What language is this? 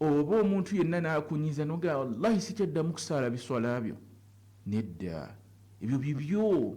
Ganda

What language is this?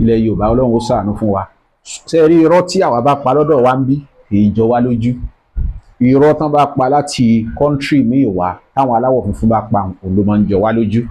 Yoruba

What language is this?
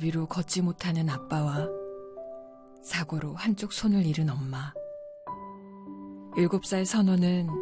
Korean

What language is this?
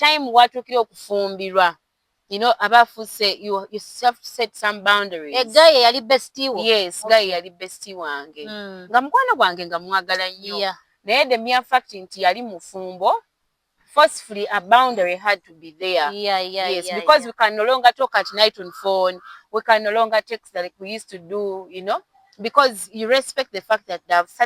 Ganda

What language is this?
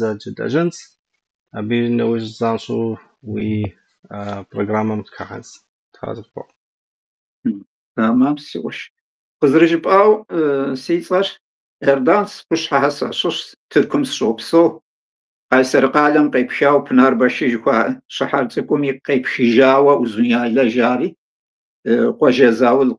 Kabardian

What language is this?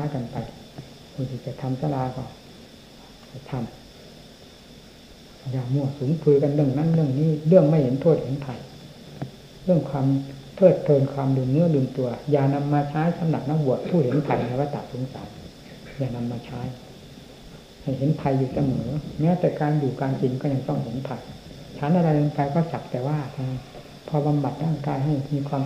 Thai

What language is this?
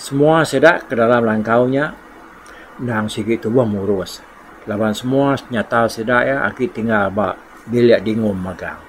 Iban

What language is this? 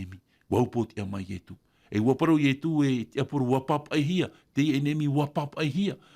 Tahitian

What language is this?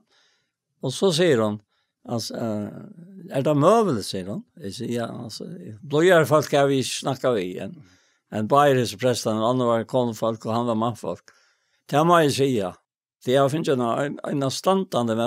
Faroese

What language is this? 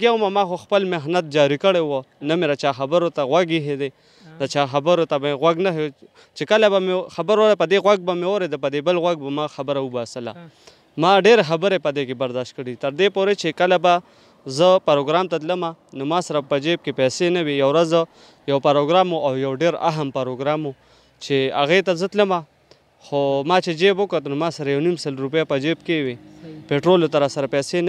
Pashto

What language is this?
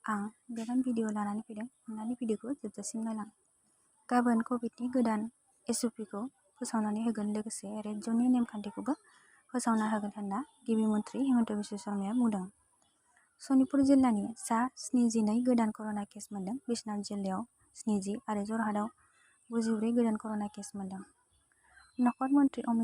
Bodo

